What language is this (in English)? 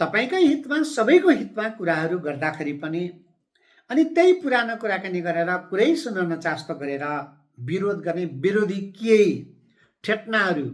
Nepali